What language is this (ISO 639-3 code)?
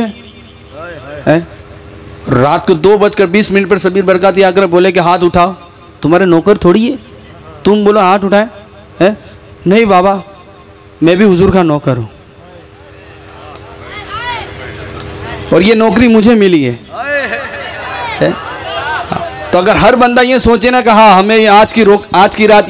hin